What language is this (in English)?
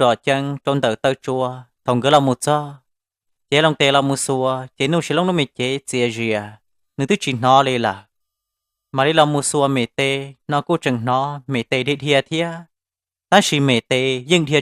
Hmong